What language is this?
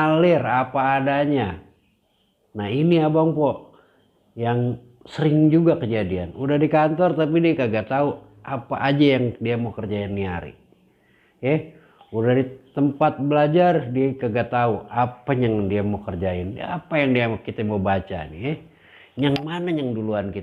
Betawi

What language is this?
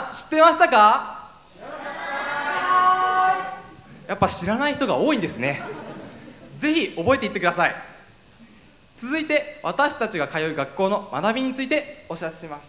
Japanese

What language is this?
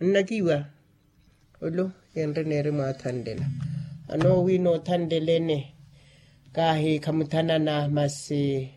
Makhuwa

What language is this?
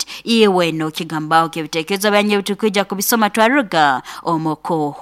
Nyoro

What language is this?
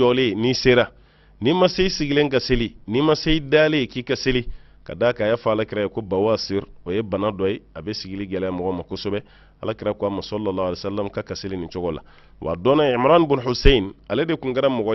Bambara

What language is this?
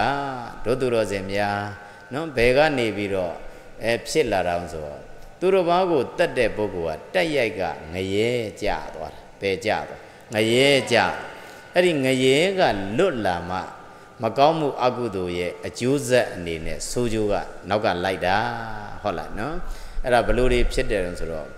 Burmese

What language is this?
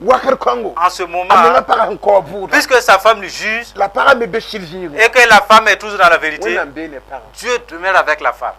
Mossi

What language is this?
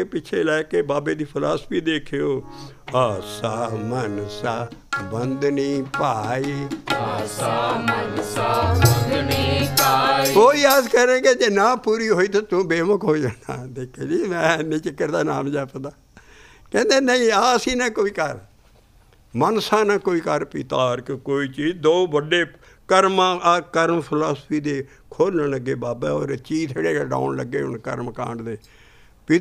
Punjabi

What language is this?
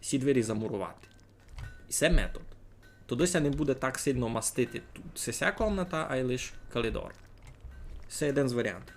Rusyn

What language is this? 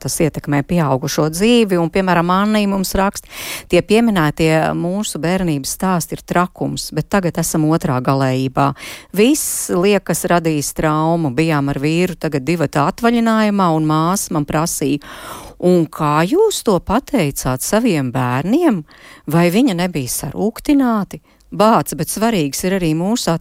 Latvian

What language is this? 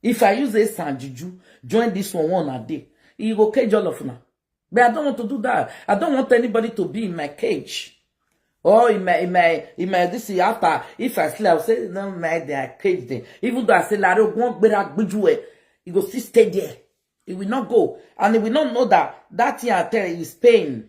Nigerian Pidgin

